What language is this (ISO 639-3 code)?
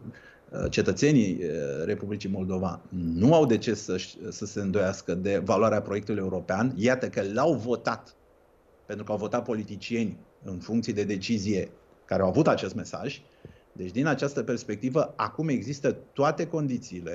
ron